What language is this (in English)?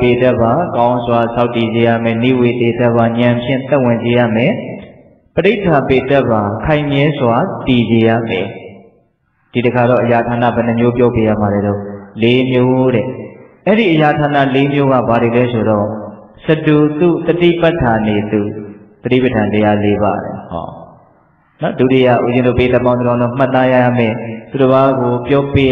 Burmese